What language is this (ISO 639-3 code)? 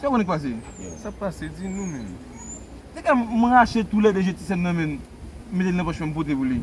hat